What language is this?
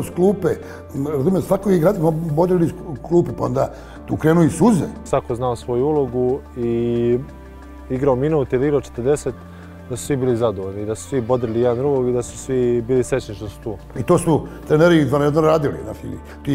Serbian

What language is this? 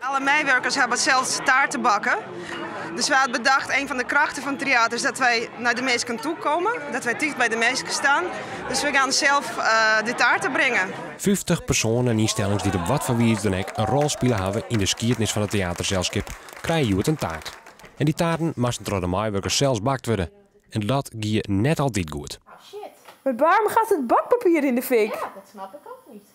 Western Frisian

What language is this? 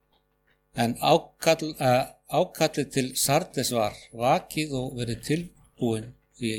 Icelandic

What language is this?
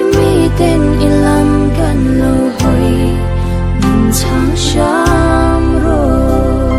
Mizo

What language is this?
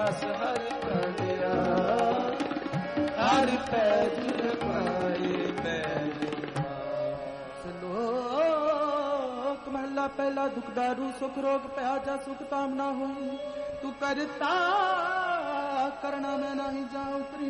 Punjabi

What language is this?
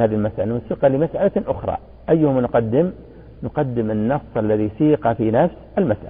Arabic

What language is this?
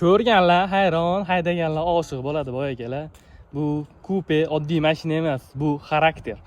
Uzbek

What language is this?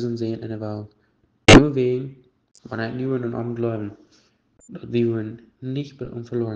Plautdietsch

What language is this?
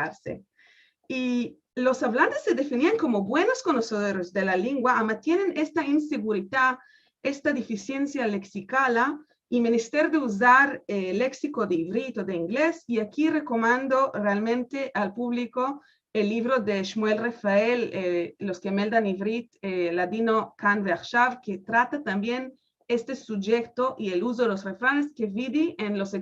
Ladino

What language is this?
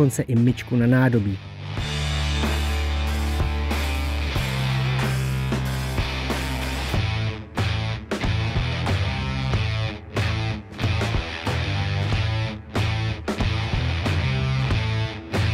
Czech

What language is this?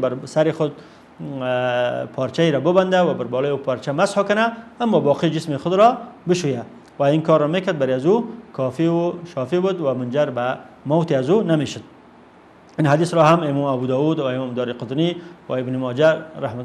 Persian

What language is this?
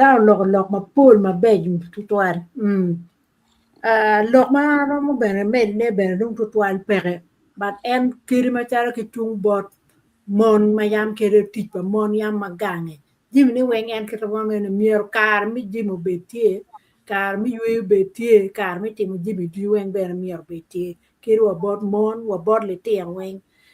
Acoli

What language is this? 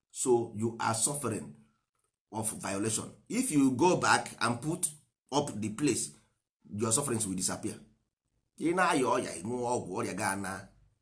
Igbo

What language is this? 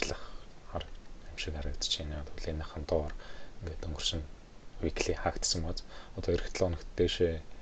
Mongolian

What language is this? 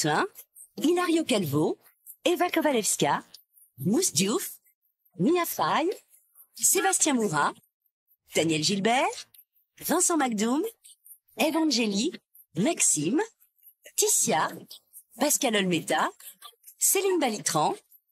French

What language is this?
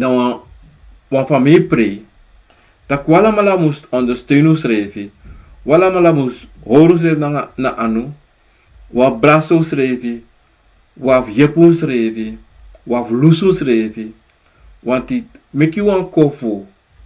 Sranan Tongo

